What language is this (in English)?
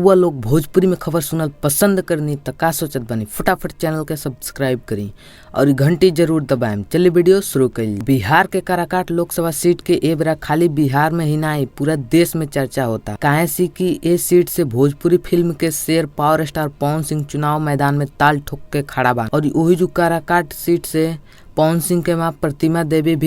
Bhojpuri